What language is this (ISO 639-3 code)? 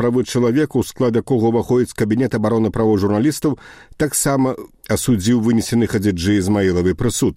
bel